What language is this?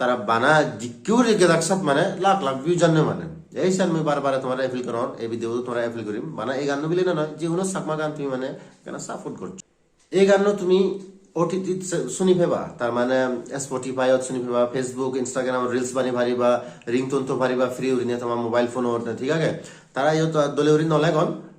Chakma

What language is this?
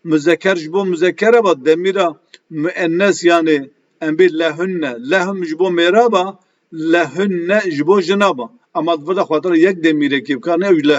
Kurdish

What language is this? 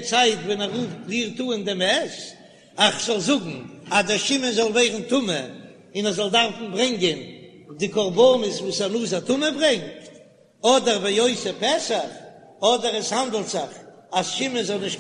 Yiddish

